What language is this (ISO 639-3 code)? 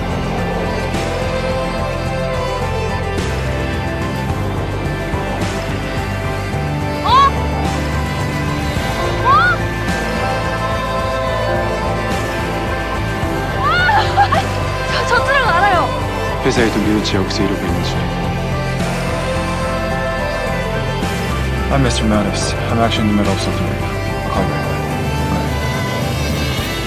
kor